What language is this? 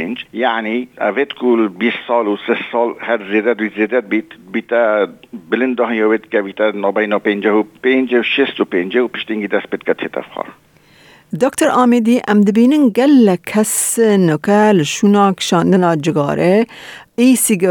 Kurdish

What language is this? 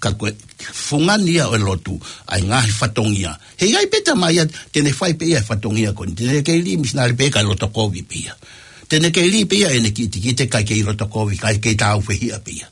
Tongan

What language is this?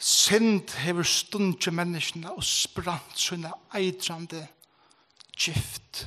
Faroese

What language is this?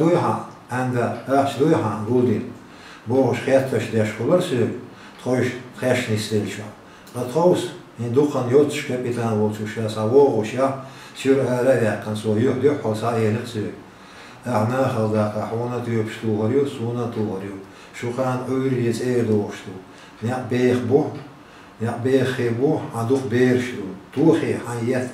Chechen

